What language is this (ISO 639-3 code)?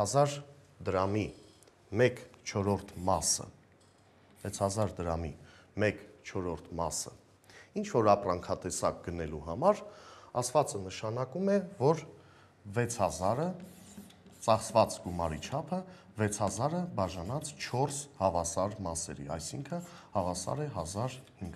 hye